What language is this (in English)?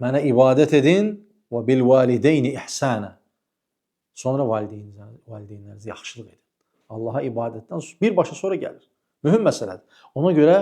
Azerbaijani